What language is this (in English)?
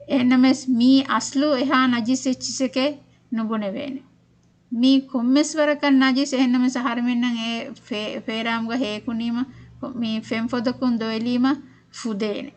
Divehi